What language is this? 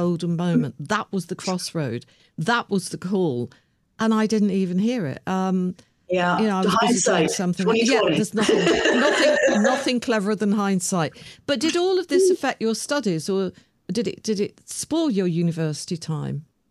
English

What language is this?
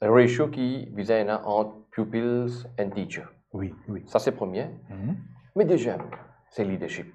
Morisyen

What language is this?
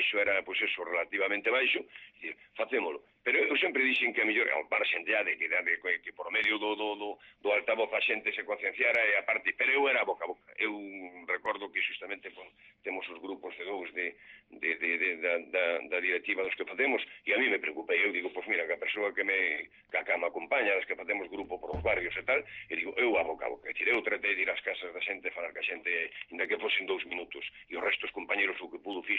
Galician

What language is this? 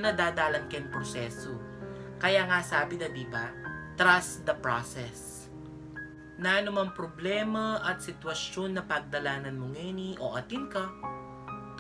Pampanga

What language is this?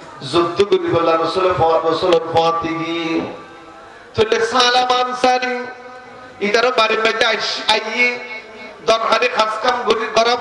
Rohingya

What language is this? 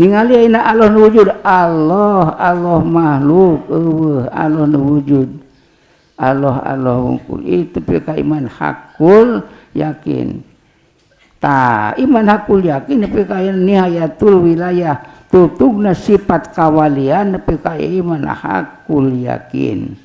Sundanese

